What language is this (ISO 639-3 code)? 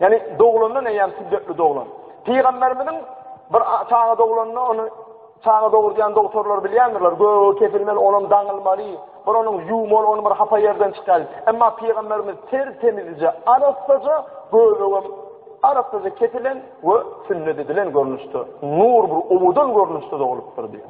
tuk